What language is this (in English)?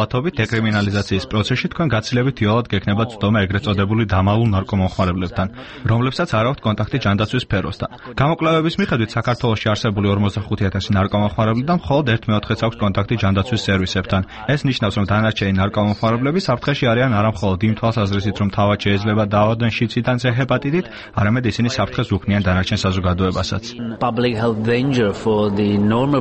Georgian